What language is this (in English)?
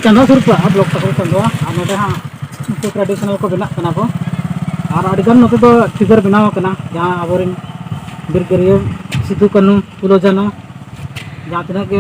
Santali